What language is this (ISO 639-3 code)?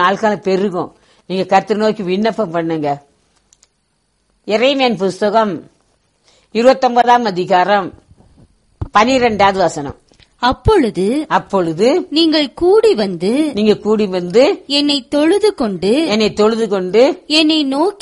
tam